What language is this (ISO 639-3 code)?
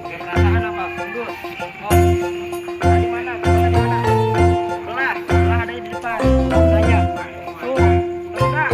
bew